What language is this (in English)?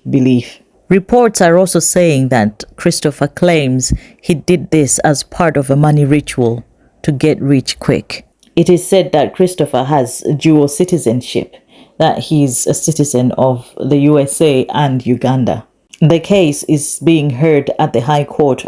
English